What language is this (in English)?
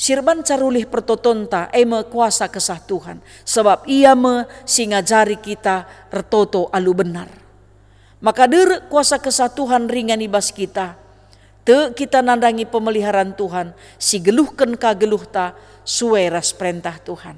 Batak Karo